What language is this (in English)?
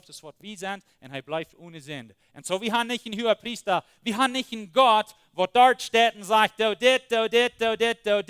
Plautdietsch